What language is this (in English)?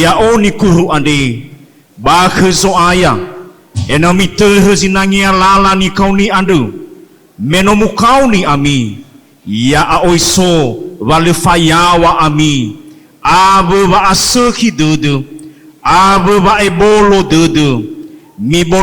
Nias